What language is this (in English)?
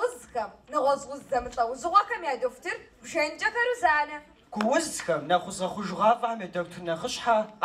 Kabardian